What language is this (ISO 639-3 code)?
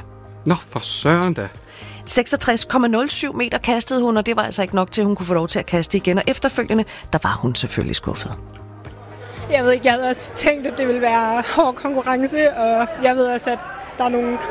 dan